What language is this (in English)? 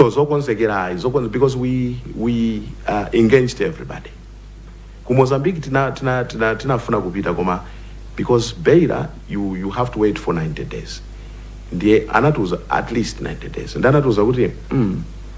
Nyanja